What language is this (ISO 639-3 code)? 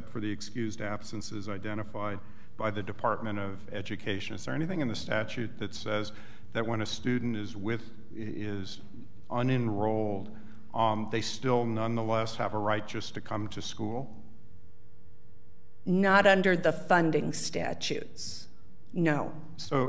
eng